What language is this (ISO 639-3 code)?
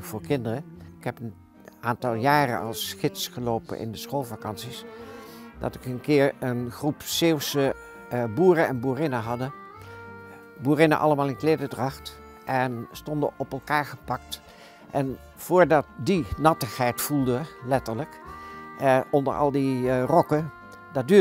nld